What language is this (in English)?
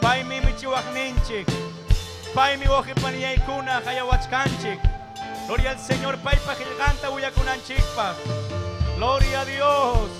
Ayacucho Quechua